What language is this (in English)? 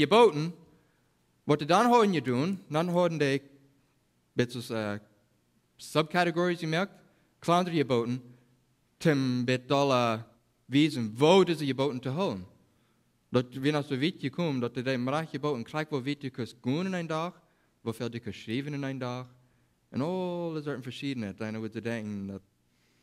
Plautdietsch